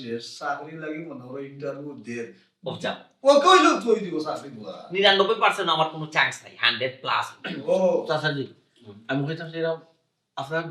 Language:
Sylheti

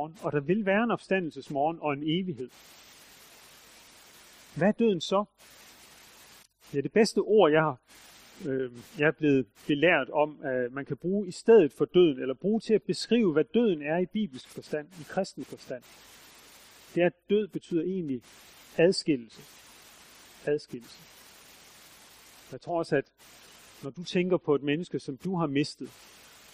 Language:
Danish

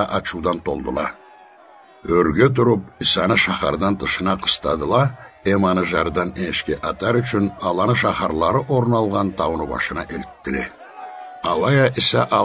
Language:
Karachay-Balkar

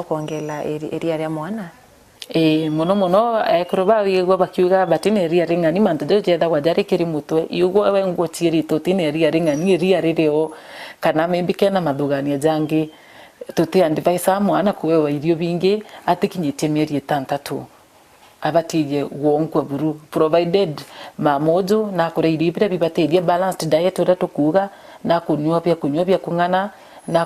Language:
Meru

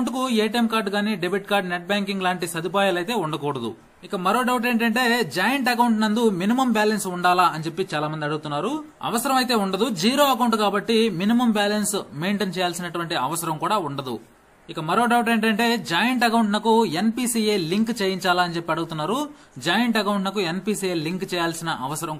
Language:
Telugu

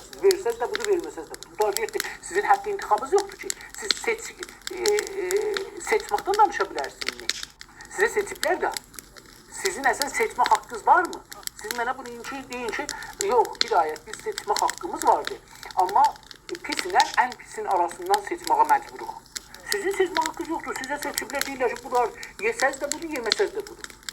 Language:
South Azerbaijani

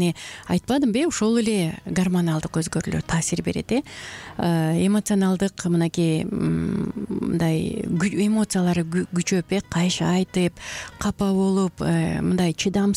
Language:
Kyrgyz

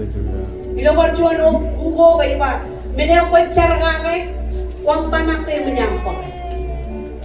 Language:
Marshallese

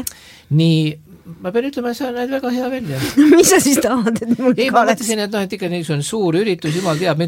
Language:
Estonian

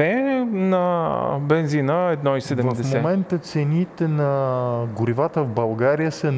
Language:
Bulgarian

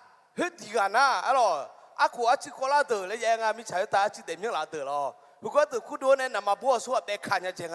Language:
Akha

